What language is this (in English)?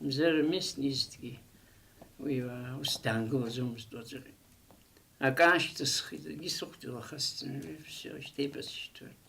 Abkhazian